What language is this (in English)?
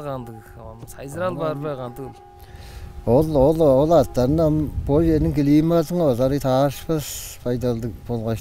Tuvinian